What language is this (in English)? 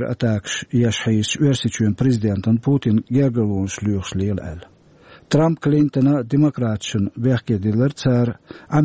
Chechen